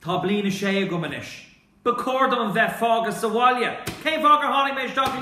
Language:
Irish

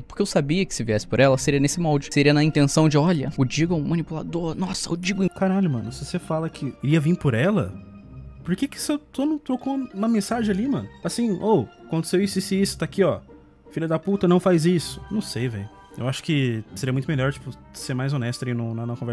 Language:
Portuguese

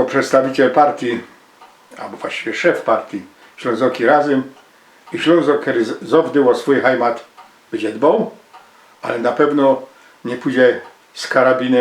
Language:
Silesian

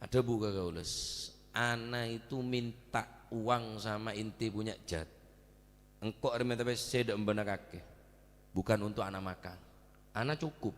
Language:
Madurese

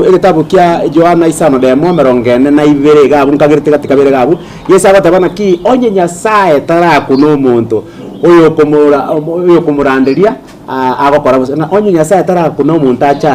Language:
Gusii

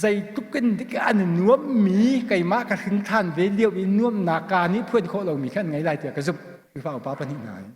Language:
Hakha Chin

